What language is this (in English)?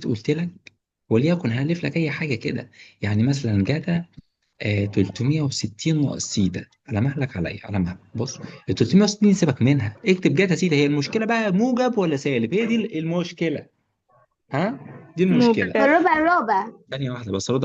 Egyptian Arabic